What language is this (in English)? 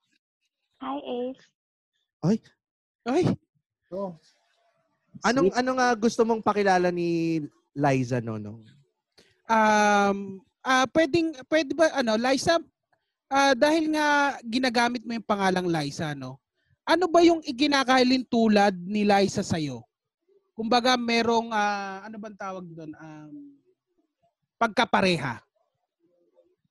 Filipino